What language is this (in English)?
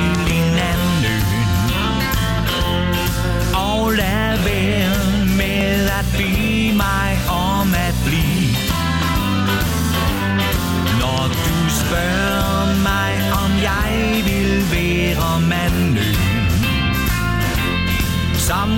Danish